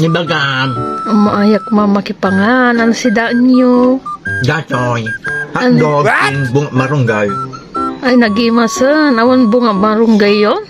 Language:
Iloko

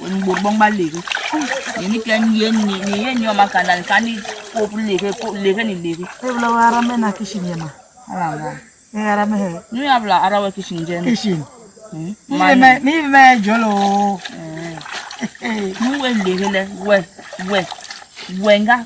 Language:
Basaa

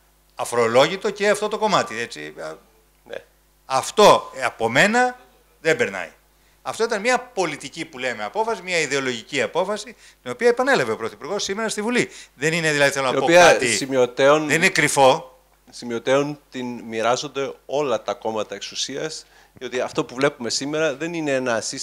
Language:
Greek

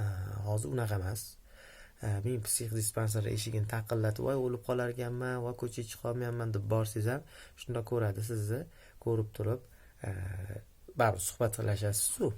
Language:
Uzbek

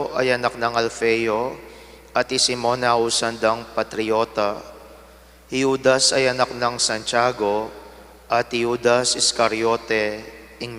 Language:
Pampanga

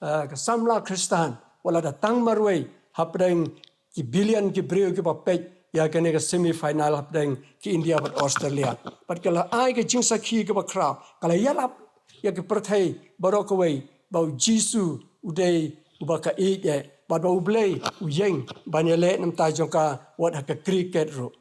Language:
Khasi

